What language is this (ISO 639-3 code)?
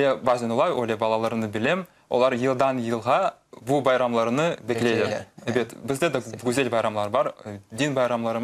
crh